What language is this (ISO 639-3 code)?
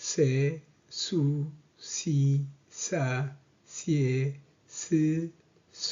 tir